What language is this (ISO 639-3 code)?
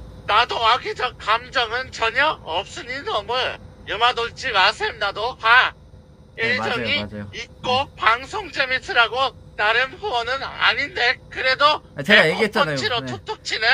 kor